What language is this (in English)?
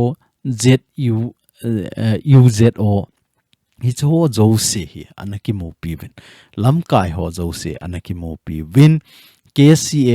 Thado Chin